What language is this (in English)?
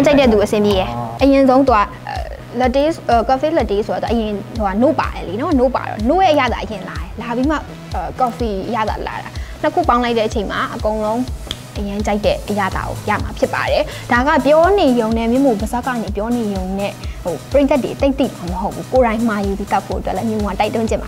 Burmese